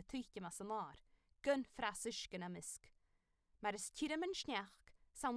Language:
Scottish Gaelic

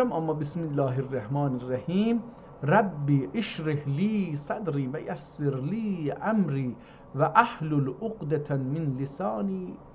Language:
South Azerbaijani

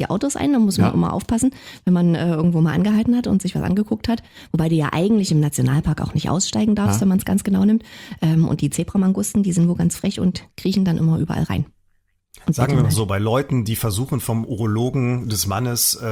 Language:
German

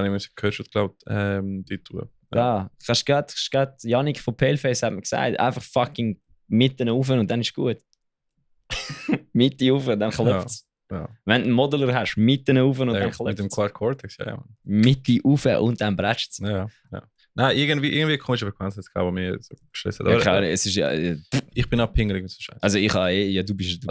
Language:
Swiss German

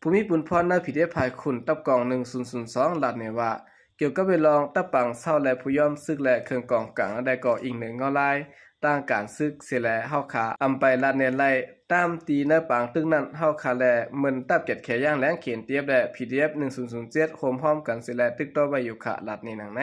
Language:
Shan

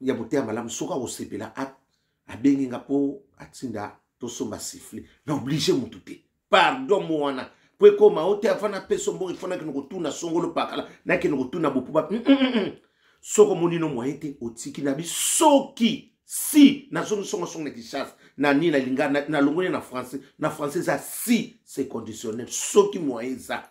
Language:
Lingala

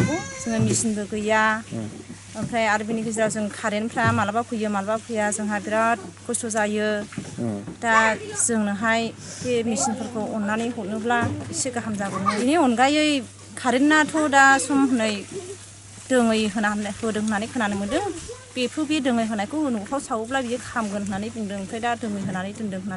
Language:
Bodo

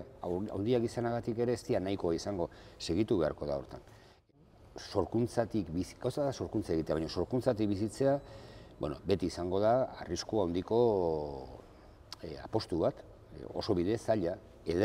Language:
Basque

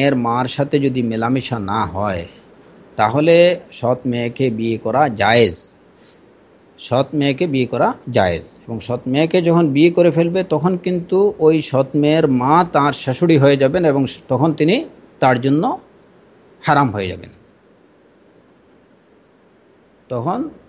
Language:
Bangla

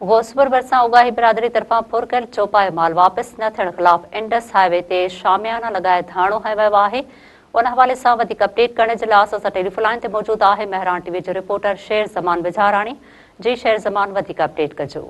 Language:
Sindhi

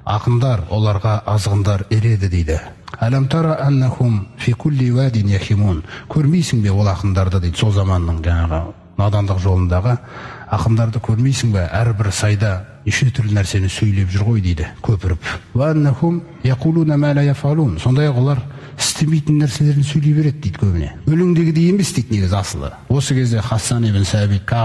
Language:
Kazakh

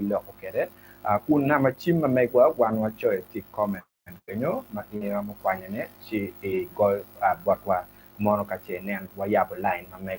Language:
Acoli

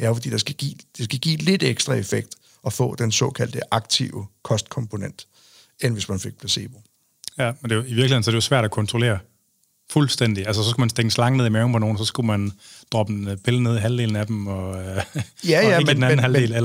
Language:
Danish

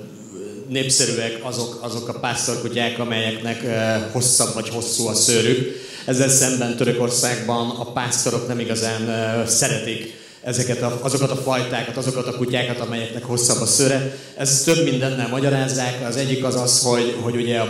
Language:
Hungarian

